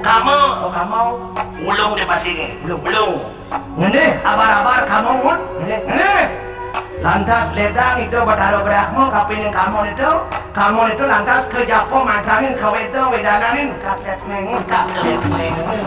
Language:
Balinese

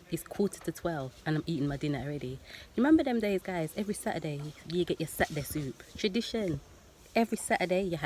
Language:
Jamaican Creole English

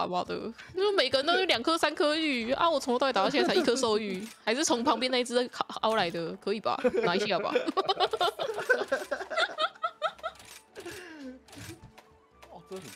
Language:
Chinese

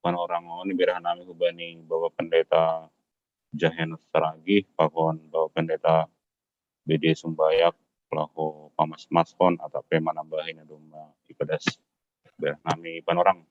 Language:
Batak Simalungun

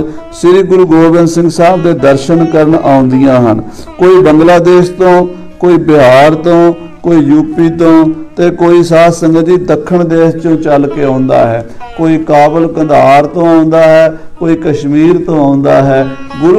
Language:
Punjabi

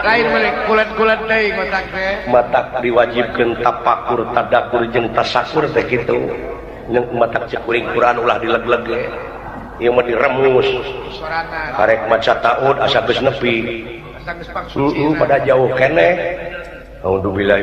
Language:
Sundanese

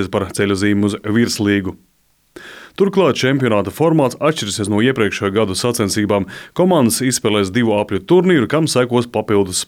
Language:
Latvian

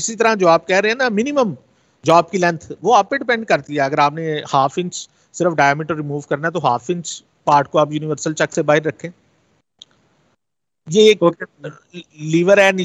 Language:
Urdu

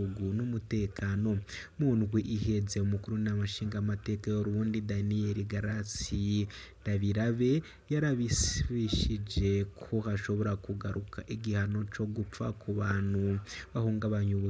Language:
Rundi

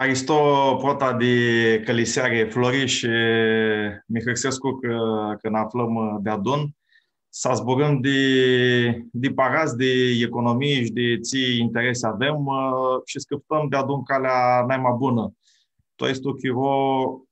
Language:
Aromanian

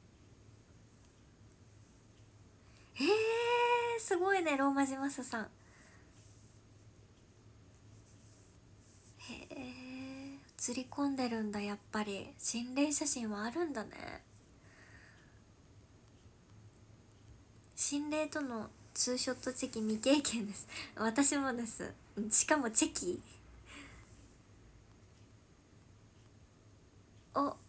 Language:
Japanese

